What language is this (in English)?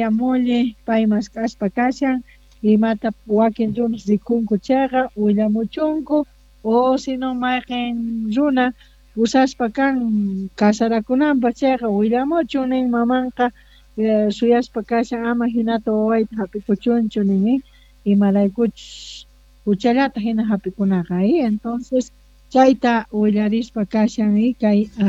South Bolivian Quechua